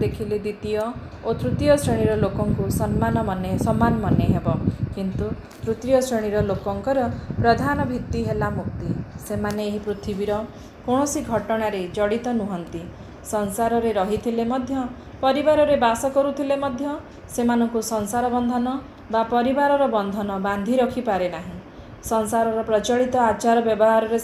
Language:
Odia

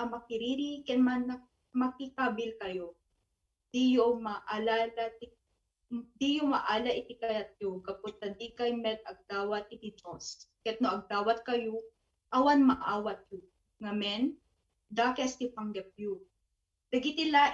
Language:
Iloko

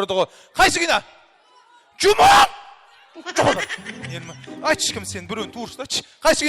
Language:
Kara-Kalpak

